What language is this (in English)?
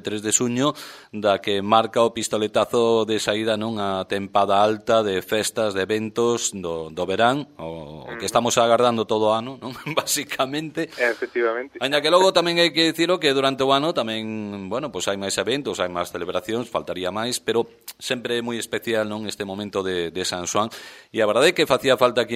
Galician